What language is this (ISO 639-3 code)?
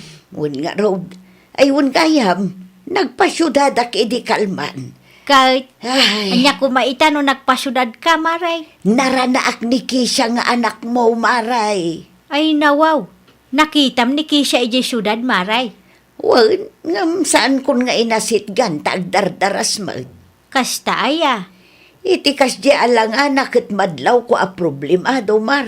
ilo